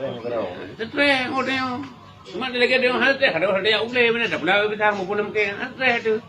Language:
Achinese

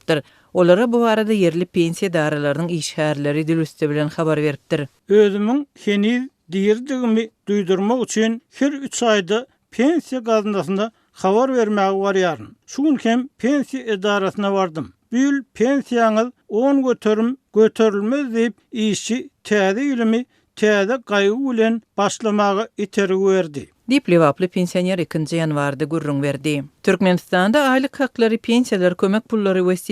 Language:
Turkmen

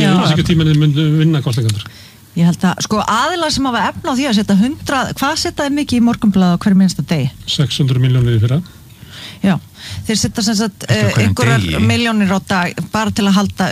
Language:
Icelandic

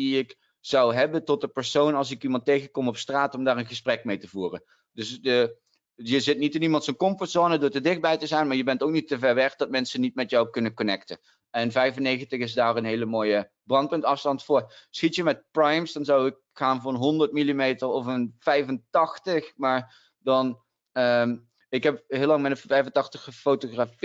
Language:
Dutch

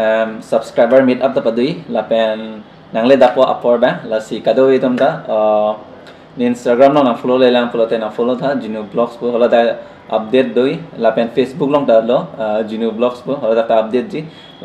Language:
Karbi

